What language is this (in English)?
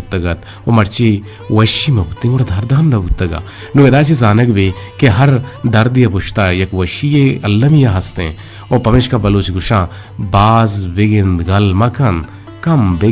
Eastern Balochi